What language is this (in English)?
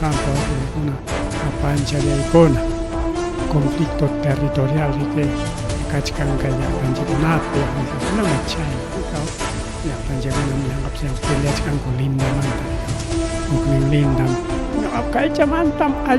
Ayacucho Quechua